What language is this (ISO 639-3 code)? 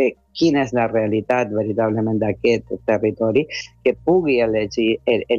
cat